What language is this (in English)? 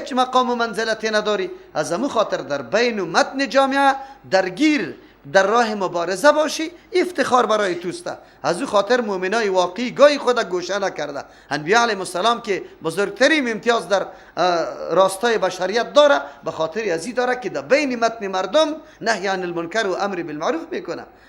Persian